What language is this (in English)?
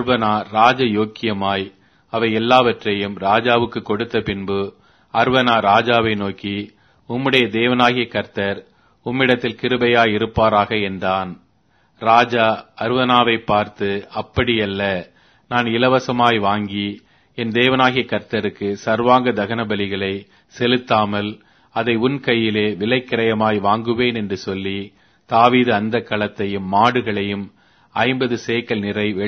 Tamil